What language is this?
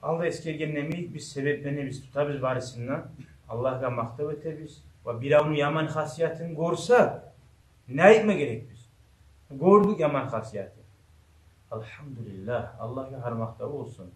Kumyk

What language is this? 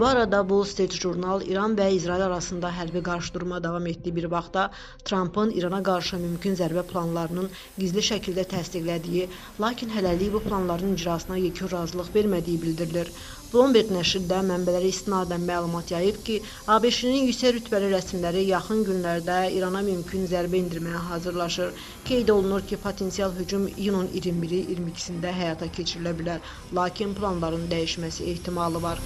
Azerbaijani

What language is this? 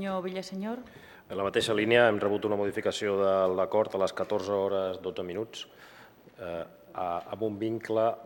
Catalan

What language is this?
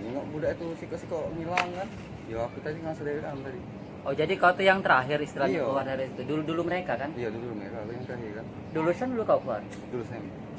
Musi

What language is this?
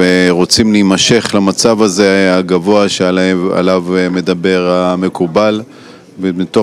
Hebrew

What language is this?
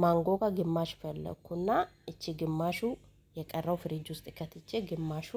Amharic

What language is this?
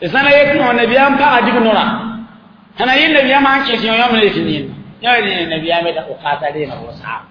Mossi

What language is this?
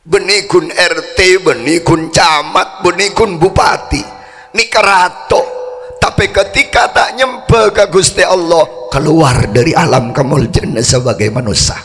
Madurese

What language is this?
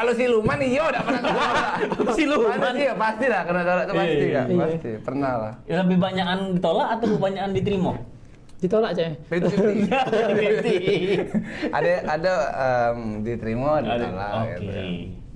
Musi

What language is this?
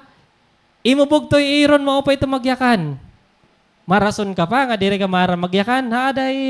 Waray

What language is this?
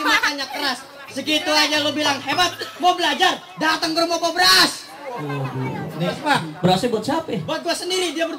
Betawi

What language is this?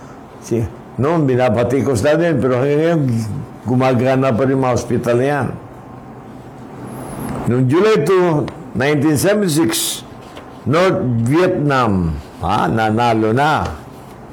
Filipino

